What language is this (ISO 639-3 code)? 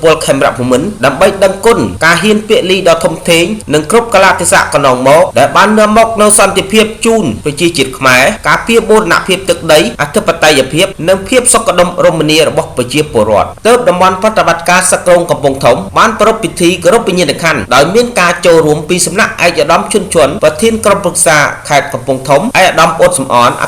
khm